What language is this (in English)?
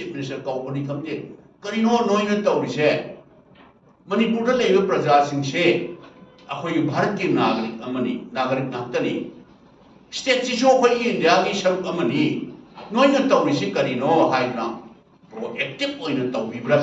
Manipuri